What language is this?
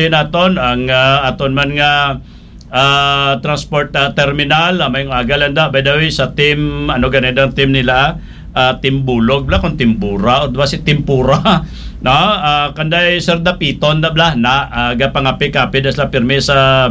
Hiligaynon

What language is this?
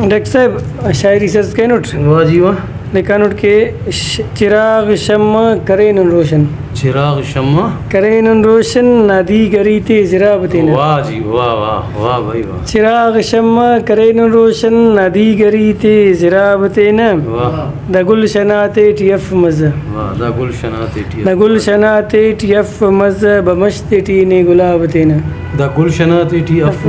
Brahui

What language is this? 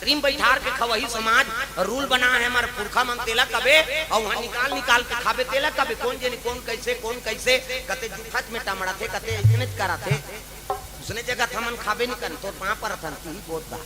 Chhattisgarhi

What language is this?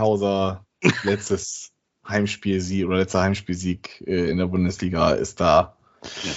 German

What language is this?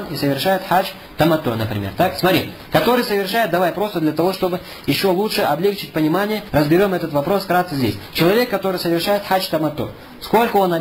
Russian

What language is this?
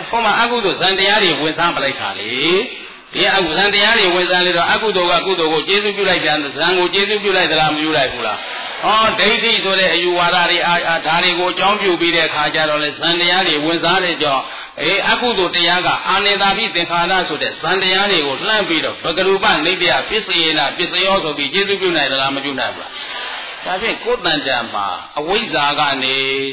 Burmese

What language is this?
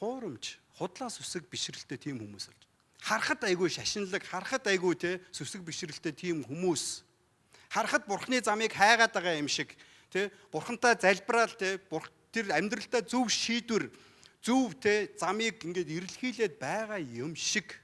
Mongolian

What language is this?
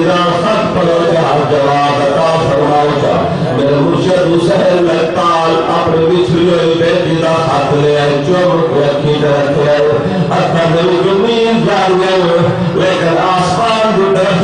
Saraiki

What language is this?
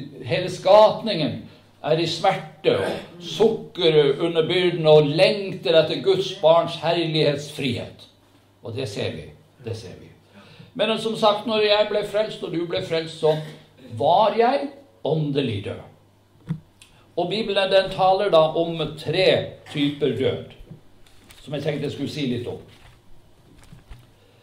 Norwegian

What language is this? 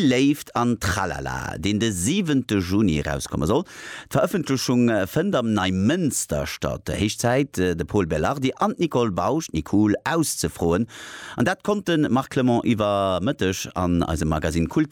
Luxembourgish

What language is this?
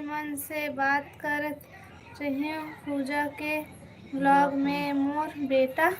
Chhattisgarhi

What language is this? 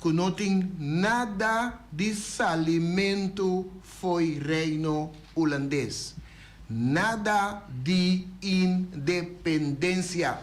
Papiamento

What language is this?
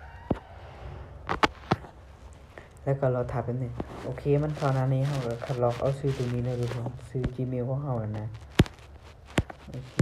Lao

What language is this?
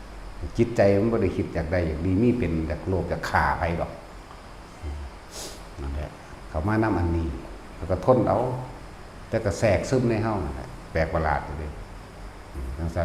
Northeastern Thai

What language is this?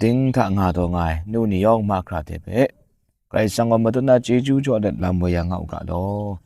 Kachin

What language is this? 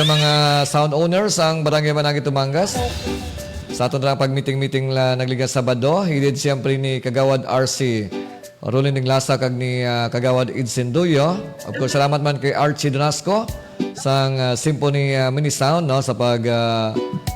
Hiligaynon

